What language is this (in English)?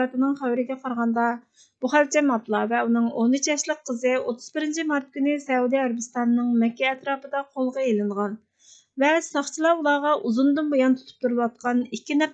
Uyghur